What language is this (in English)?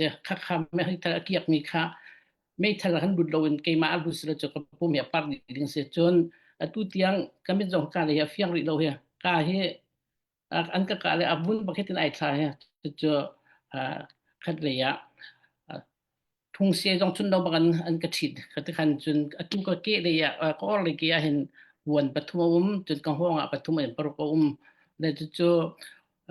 Falam Chin